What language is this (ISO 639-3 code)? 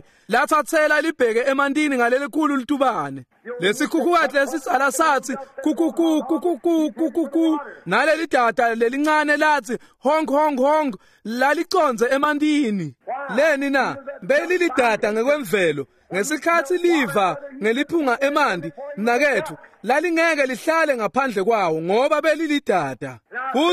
ssw